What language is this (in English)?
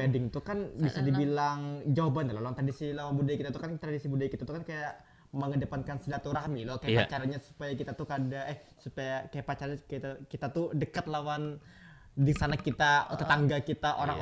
Banjar